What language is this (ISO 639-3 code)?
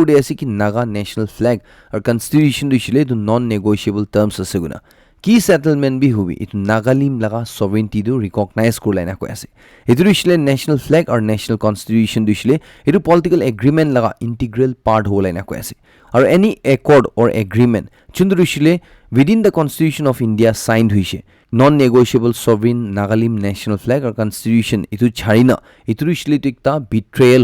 nag